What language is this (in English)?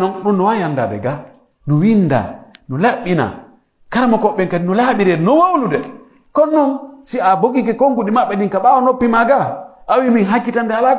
Pular